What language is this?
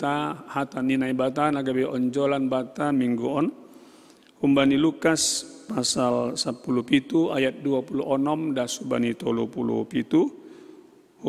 Batak Simalungun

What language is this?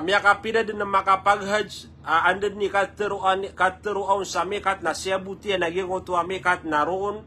Maranao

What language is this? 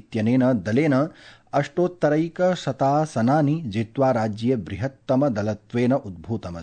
Sanskrit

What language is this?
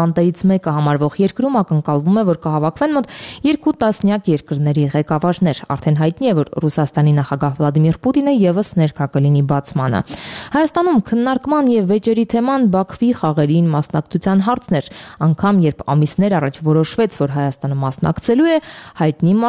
Armenian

